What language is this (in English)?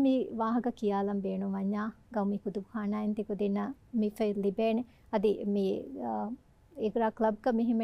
Divehi